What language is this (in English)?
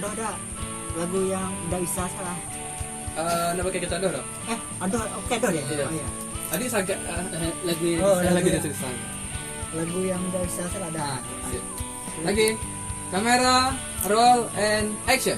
Minangkabau